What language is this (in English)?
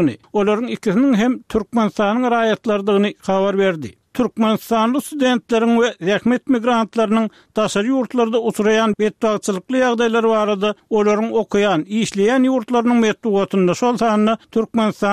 Turkmen